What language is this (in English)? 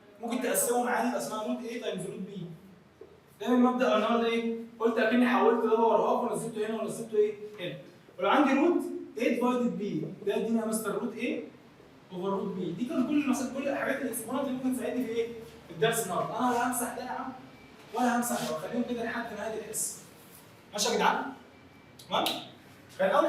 Egyptian Arabic